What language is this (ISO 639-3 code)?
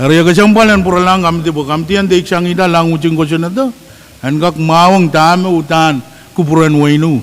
pon